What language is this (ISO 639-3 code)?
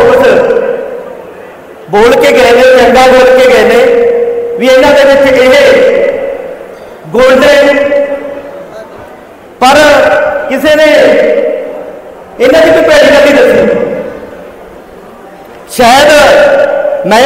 pan